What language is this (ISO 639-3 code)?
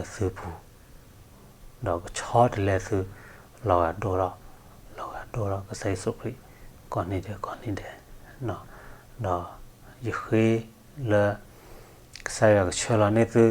ksw